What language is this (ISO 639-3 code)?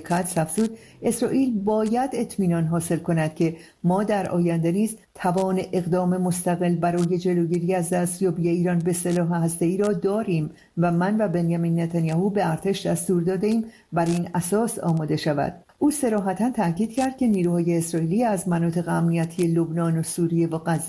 fas